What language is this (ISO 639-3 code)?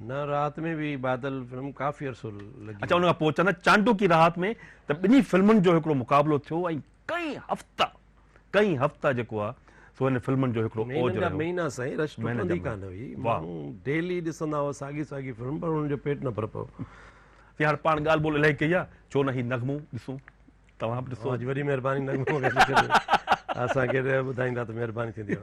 snd